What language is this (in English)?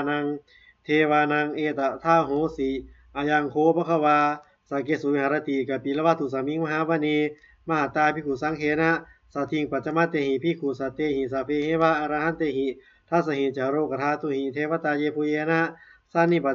Pali